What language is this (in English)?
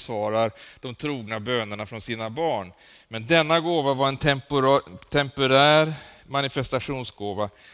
Swedish